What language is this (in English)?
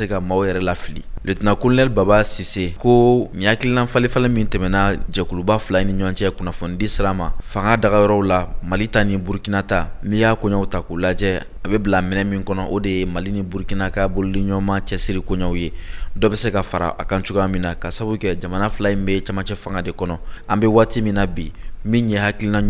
Bambara